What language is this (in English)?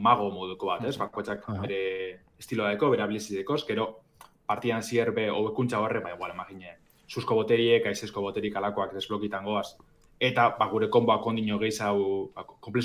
Basque